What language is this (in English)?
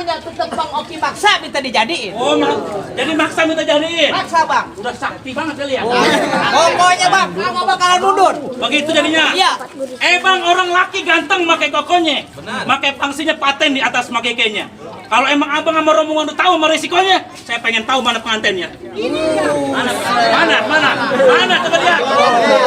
Betawi